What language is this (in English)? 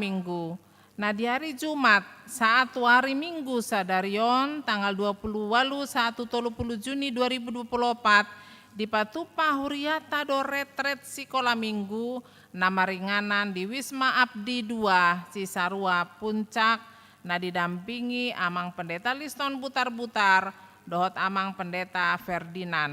Batak Toba